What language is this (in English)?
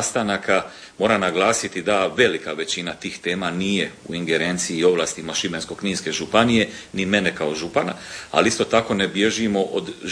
Croatian